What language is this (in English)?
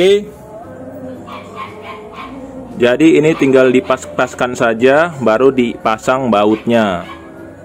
Indonesian